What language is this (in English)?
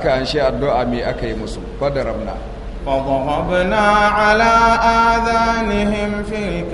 Hausa